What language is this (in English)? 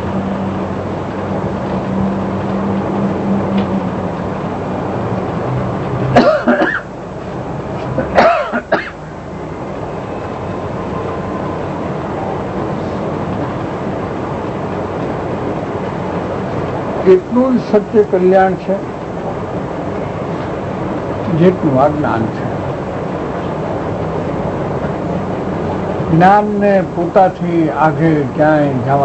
Gujarati